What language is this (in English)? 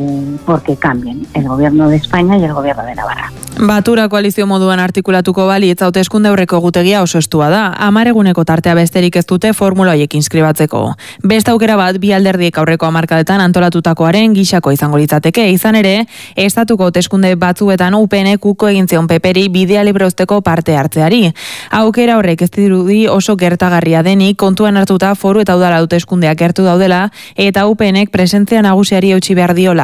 Basque